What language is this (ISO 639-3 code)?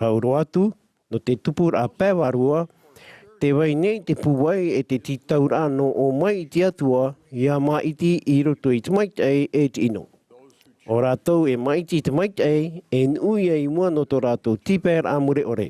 tah